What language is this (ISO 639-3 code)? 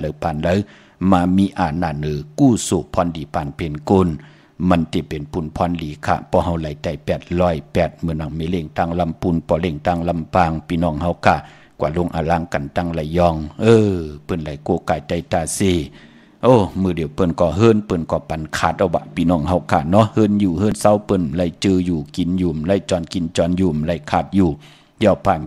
shn